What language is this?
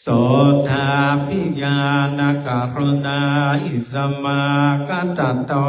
Pali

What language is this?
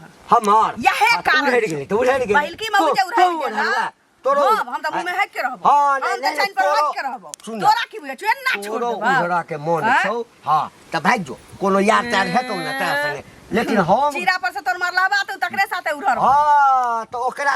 Maithili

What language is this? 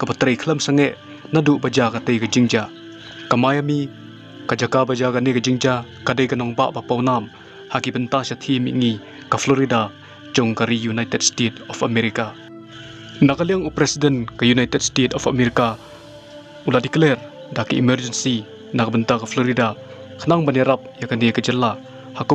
Khasi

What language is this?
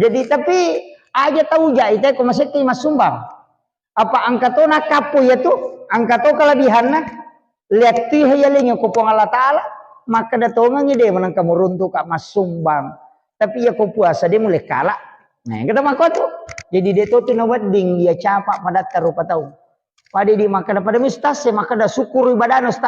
Buginese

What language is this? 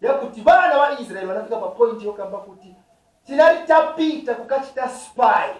Nyanja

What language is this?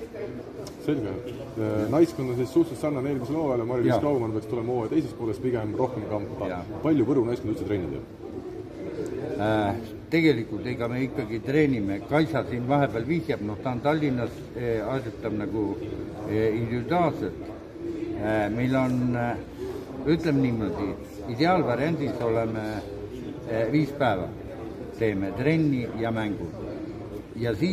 Estonian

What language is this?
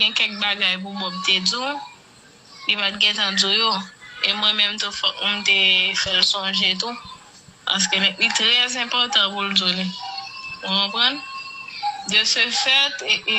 Haitian Creole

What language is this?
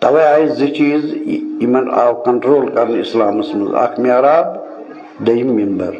Kashmiri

